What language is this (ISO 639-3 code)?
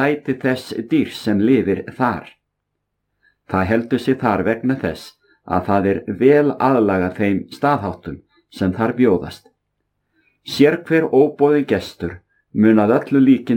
isl